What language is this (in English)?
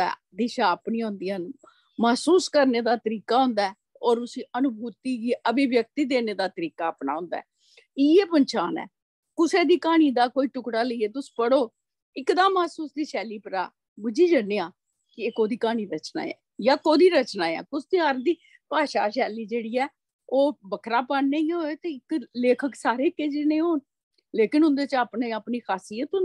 Dogri